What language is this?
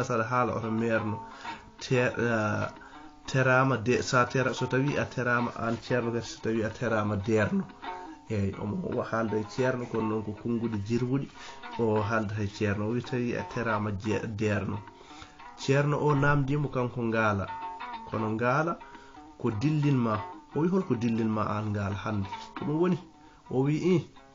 Fula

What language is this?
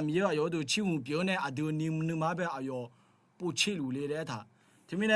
Akha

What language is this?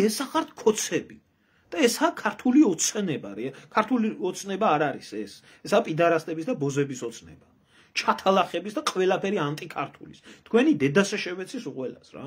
Georgian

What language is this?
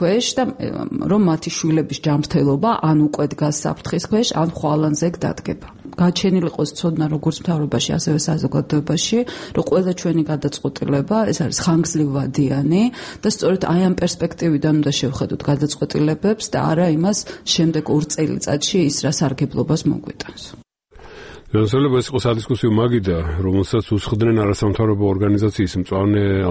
Georgian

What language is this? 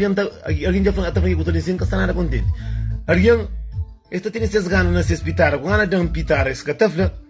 Kabuverdianu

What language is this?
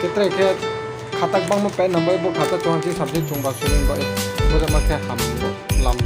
Riang (India)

